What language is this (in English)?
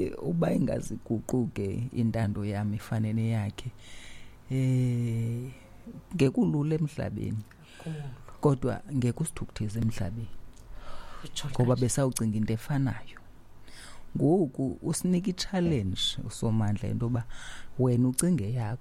Xhosa